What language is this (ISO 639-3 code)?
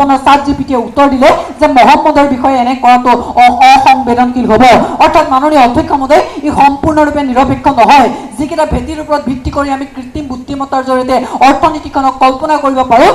asm